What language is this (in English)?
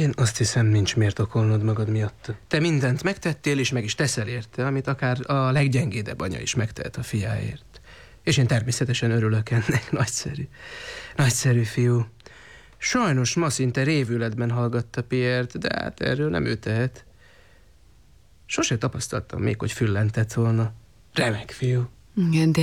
Hungarian